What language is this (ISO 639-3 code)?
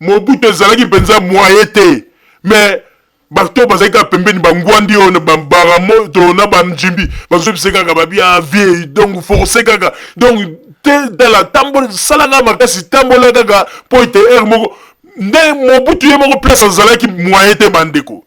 lin